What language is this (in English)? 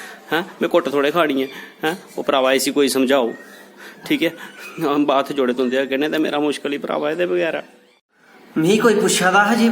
Dogri